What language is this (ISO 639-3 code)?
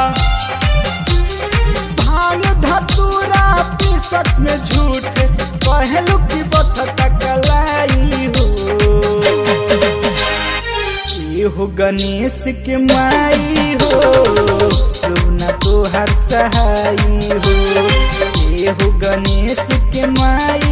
bho